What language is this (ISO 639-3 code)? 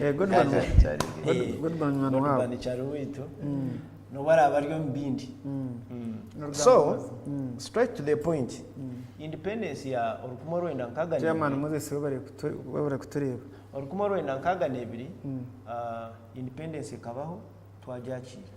nyn